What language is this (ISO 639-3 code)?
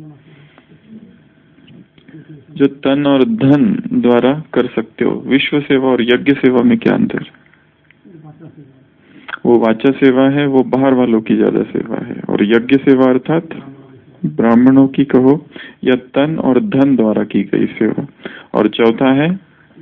hin